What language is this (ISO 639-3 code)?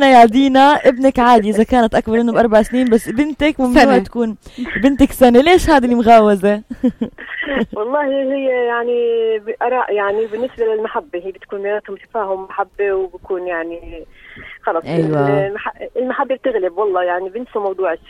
apc